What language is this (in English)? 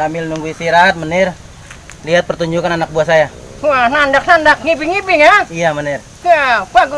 Betawi